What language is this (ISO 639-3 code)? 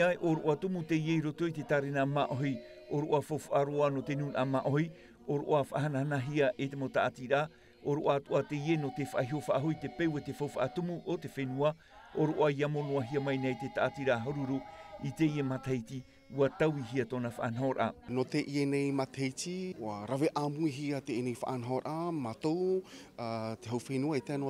tah